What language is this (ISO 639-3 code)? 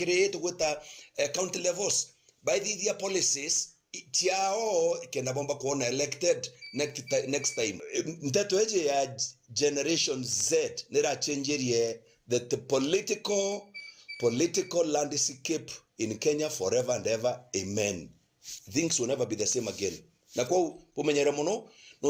mer